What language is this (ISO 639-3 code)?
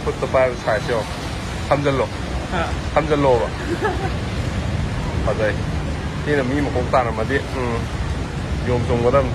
mni